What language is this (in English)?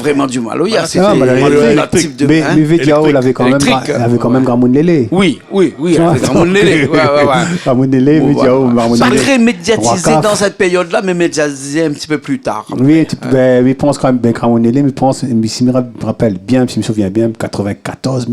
Réunion Creole French